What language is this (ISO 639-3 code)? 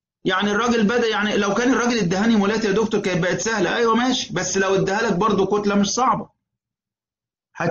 arz